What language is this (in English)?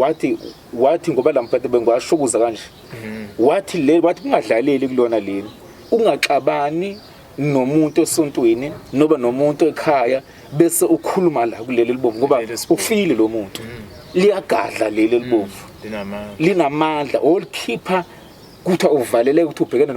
Zulu